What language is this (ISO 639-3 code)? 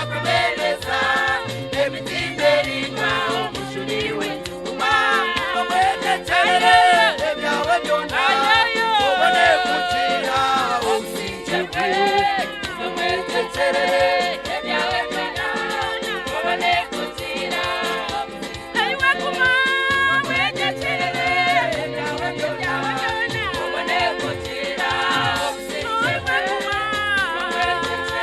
nyn